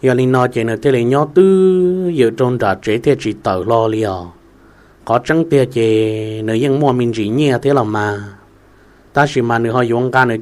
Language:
Hmong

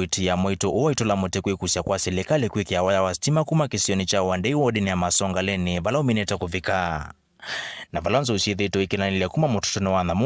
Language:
Kamba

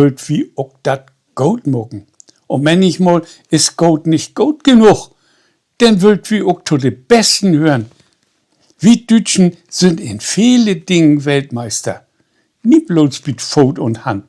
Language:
Low German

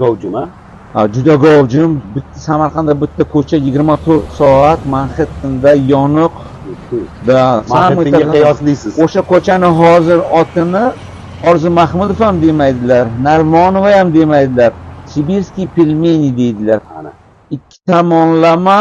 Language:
Uzbek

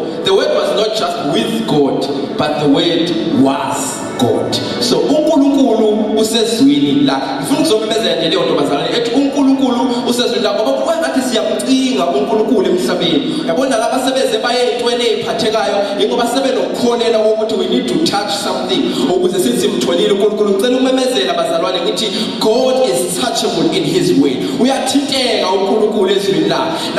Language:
Zulu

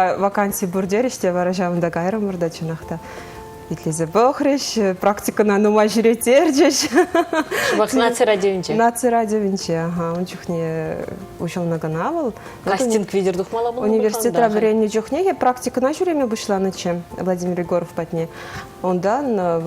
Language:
Chuvash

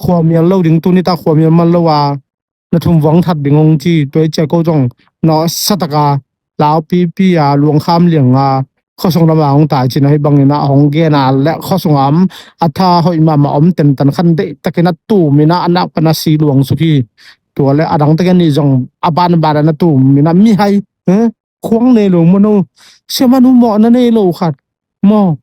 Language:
Tedim Chin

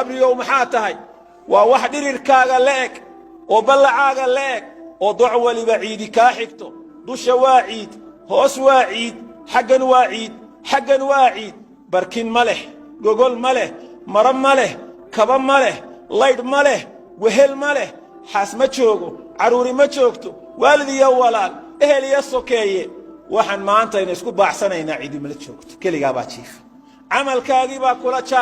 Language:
Somali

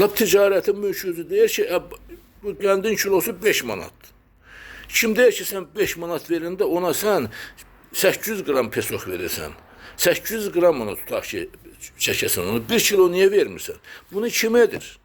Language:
Azerbaijani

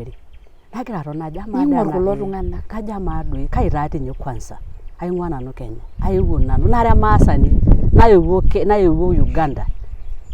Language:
Masai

